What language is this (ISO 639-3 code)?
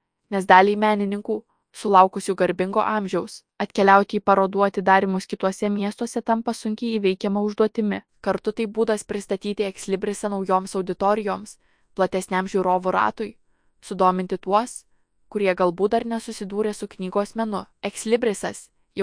lit